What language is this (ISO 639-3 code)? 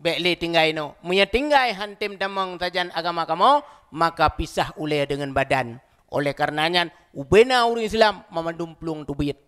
ace